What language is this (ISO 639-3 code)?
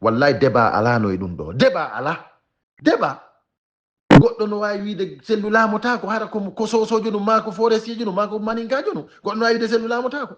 ful